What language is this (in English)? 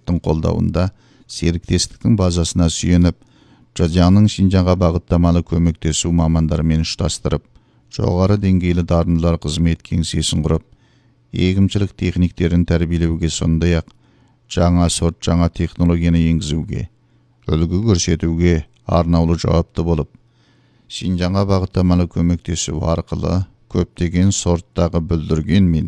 Kazakh